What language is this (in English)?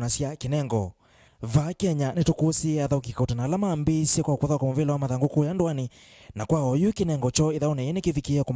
Kamba